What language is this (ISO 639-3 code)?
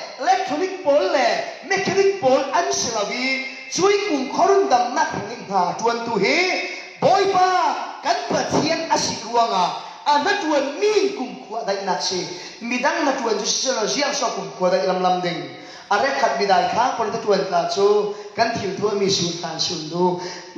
cfm